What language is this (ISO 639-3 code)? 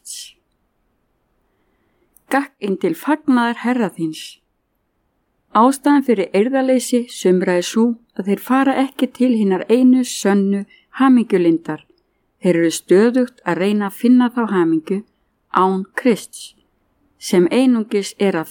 isl